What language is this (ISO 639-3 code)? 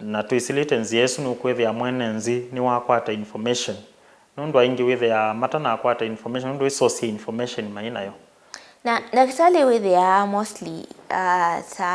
kam